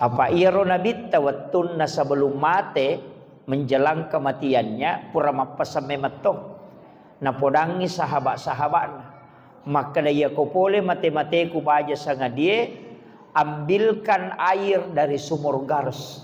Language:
Buginese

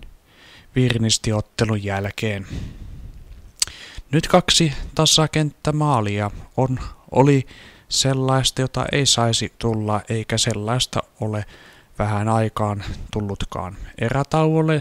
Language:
Finnish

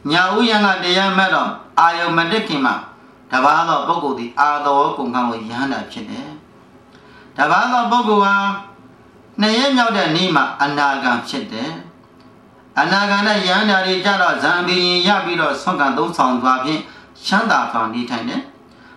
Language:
Burmese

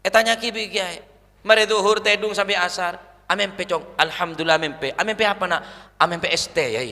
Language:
Madurese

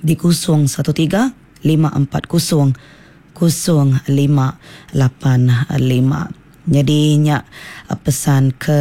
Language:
Iban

